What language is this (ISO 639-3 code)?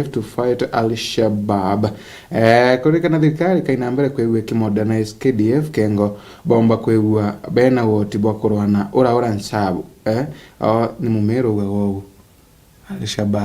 mer